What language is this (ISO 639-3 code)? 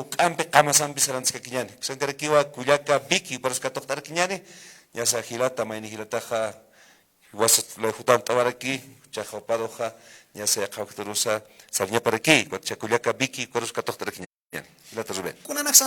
aym